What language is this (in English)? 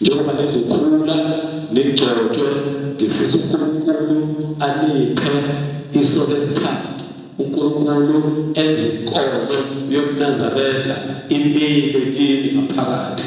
Zulu